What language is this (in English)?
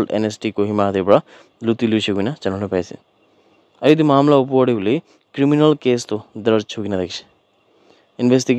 Naga Pidgin